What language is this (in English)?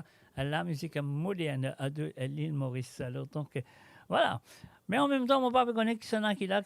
Morisyen